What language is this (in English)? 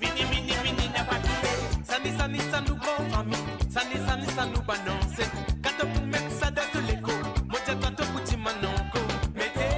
Morisyen